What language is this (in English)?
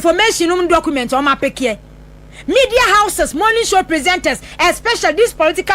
Akan